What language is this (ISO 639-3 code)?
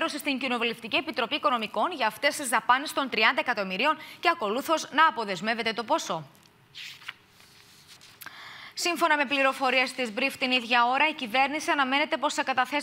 ell